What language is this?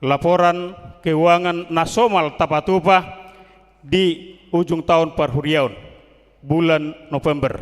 Batak Toba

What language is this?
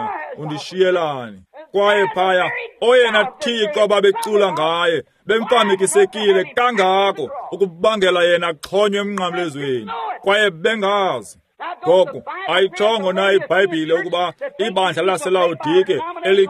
Xhosa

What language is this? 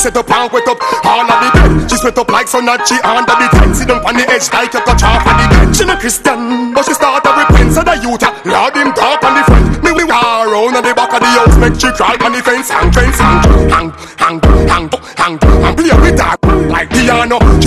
Jamaican Creole English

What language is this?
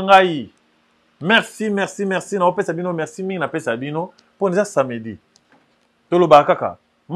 Lingala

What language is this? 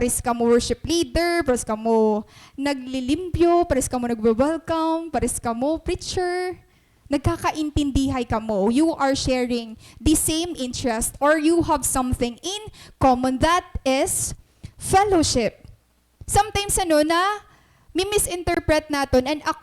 Waray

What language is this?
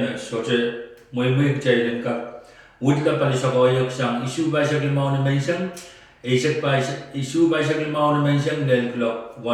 Pohnpeian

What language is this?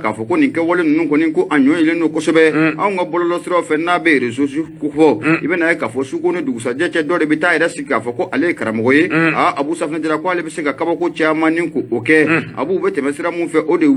Bambara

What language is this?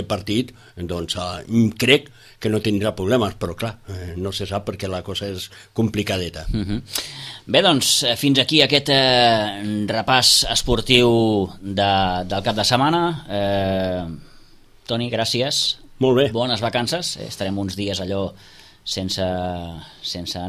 Catalan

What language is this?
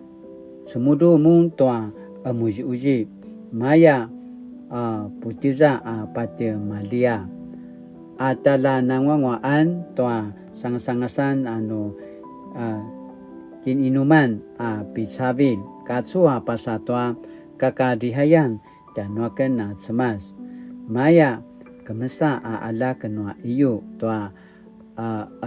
Paiwan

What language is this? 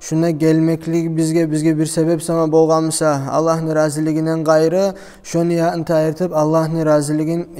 Kumyk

